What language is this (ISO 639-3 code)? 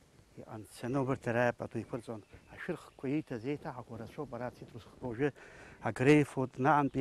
abk